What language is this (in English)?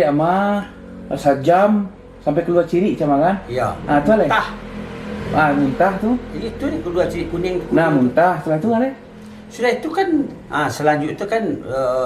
Minangkabau